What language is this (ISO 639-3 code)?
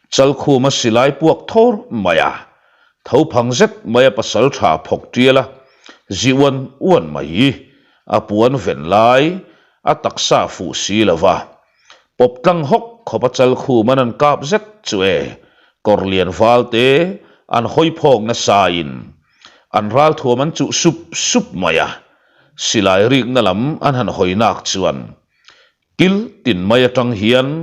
lus